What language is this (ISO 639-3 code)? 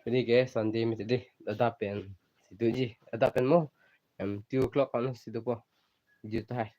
mjw